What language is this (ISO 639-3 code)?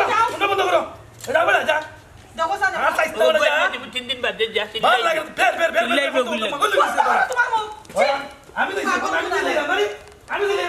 syl